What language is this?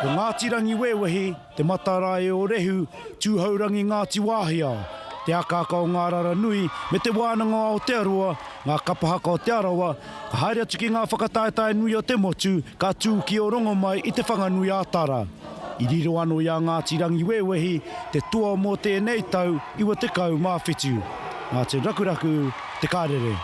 Māori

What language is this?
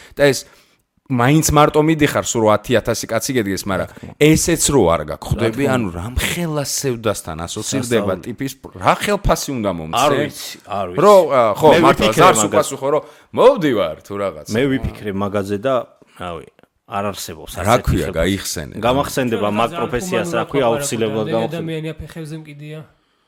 Georgian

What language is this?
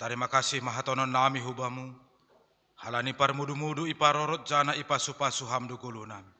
Batak Simalungun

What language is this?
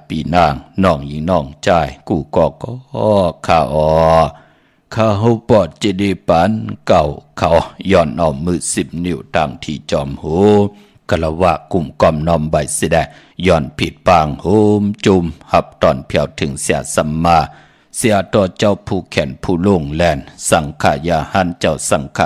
Shan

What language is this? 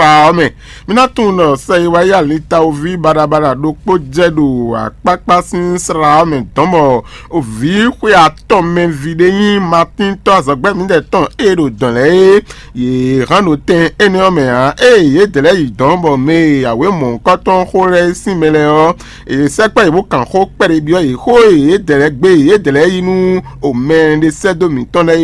Fon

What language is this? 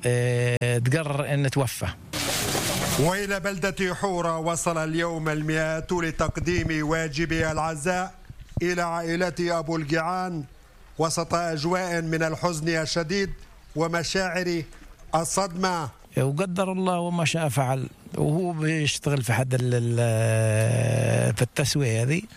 Arabic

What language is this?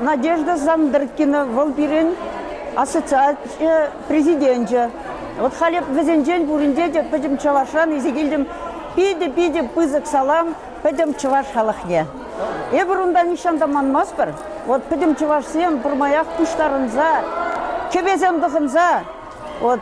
Chuvash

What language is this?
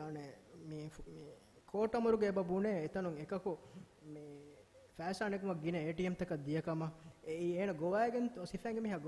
Divehi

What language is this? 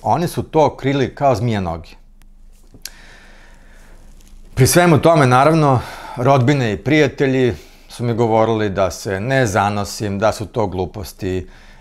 Serbian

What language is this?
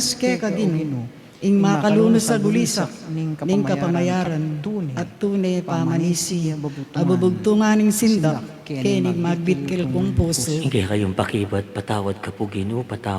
Pampanga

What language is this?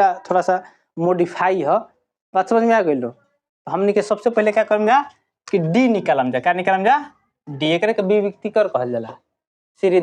Bhojpuri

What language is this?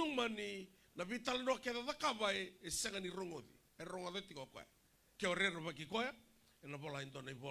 Fijian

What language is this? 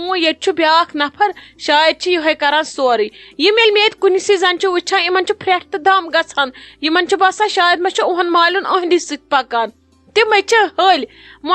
Kashmiri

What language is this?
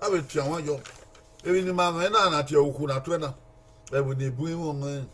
Bini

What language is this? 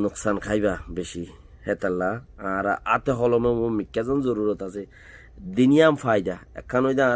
Rohingya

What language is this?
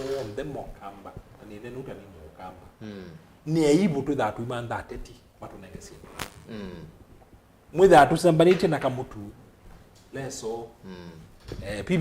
Kamba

